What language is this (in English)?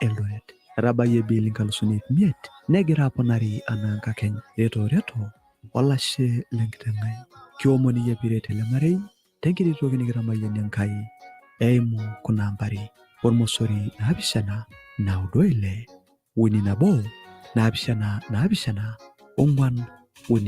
Masai